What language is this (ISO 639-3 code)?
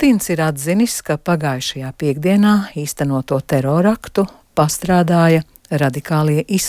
lav